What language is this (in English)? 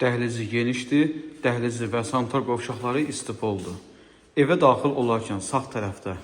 Azerbaijani